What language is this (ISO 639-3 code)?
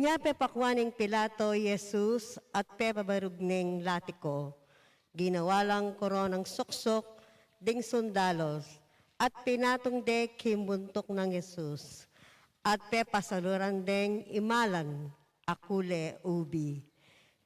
pam